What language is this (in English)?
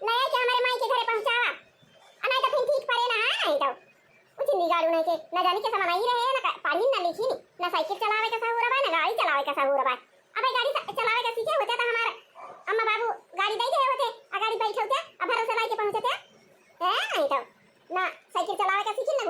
Awadhi